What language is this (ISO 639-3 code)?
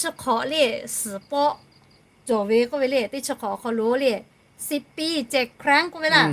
lhu